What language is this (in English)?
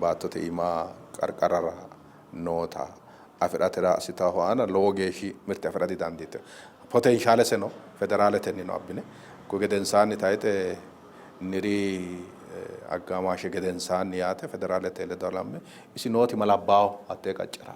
Sidamo